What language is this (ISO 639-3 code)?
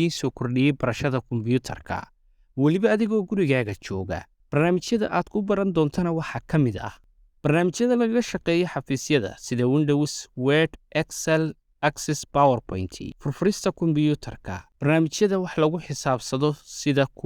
som